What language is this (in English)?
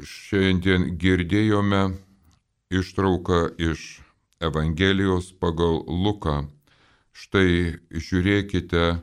Lithuanian